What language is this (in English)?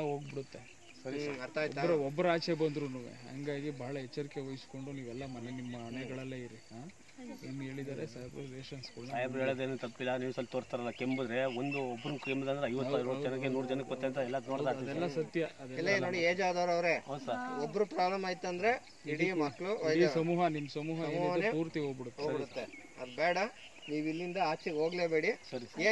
Kannada